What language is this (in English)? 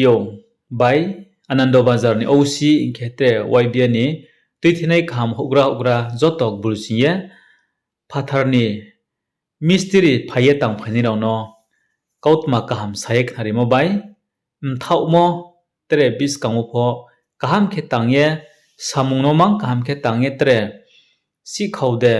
Riang (India)